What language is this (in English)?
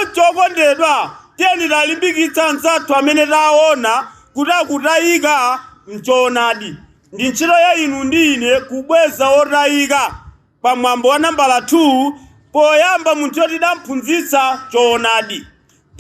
Nyanja